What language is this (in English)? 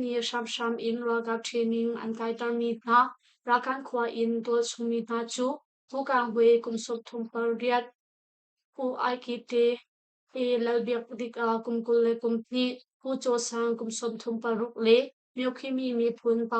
Hakha Chin